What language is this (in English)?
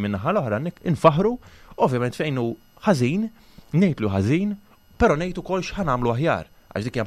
Maltese